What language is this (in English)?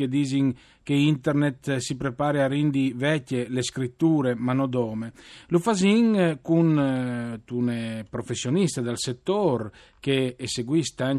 Friulian